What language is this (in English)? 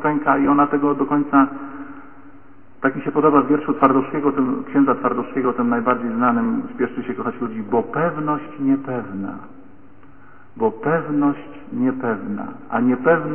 Polish